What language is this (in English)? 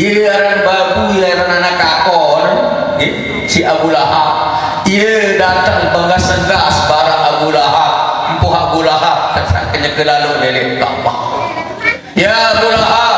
Sasak